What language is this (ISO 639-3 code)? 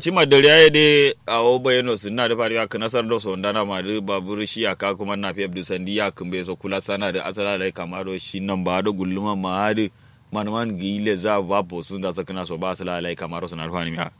kau